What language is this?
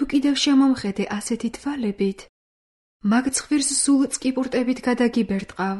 Georgian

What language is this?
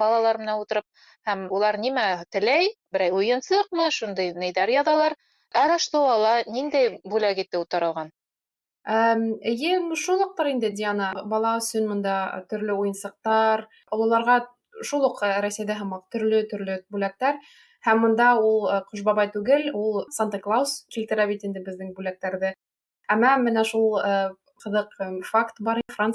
Bashkir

